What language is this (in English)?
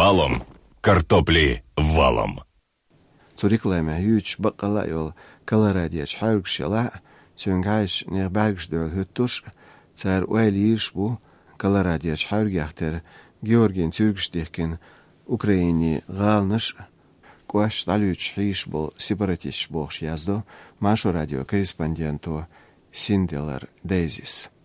Chechen